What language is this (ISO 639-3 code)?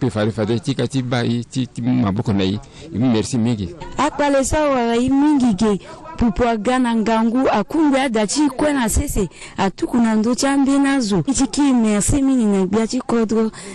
sag